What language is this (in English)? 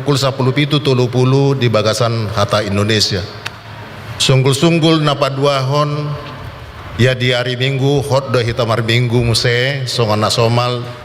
Batak Toba